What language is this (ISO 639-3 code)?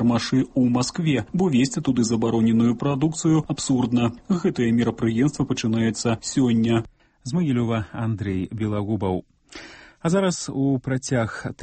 bel